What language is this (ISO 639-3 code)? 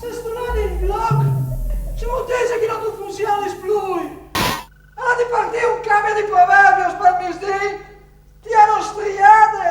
fur